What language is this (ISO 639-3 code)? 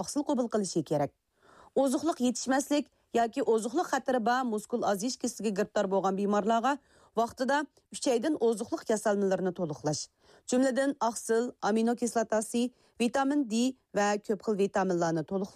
uig